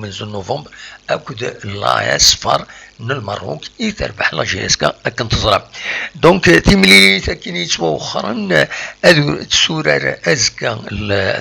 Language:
Kabyle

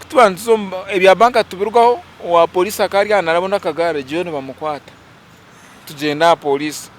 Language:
Nyankole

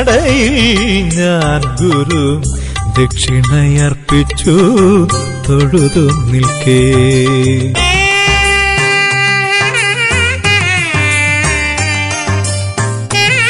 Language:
Malayalam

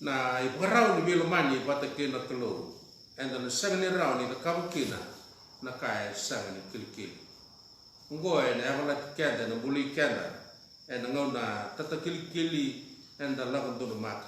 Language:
Fijian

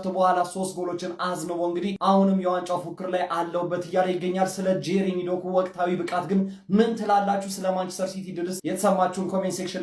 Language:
Amharic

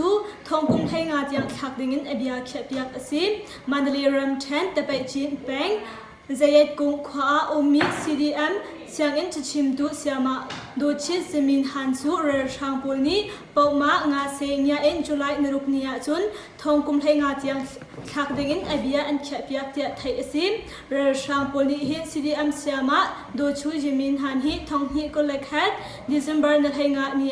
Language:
Hakha Chin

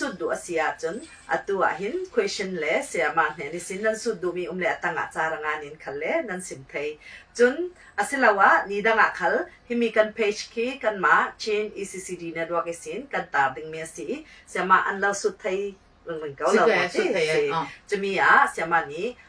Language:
Falam Chin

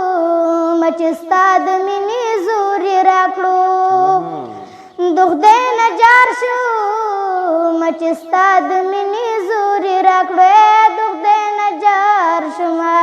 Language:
Pashto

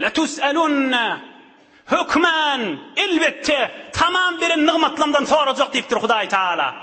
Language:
Turkmen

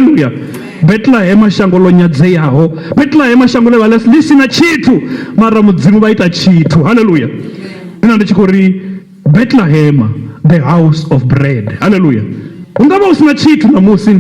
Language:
Venda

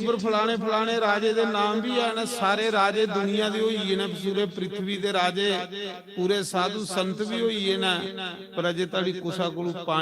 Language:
Dogri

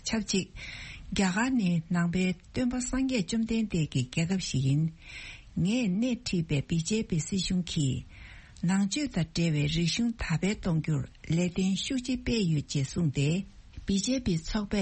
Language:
Tibetan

